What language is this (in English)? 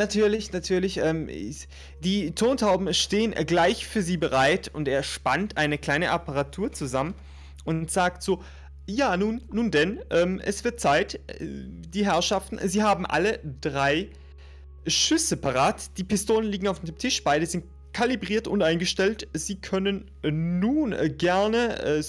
German